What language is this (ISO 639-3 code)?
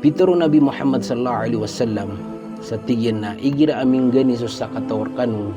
mrw